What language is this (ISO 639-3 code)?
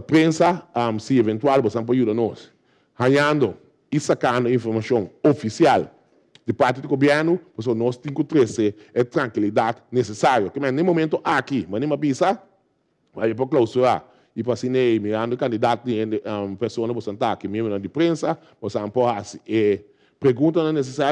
pap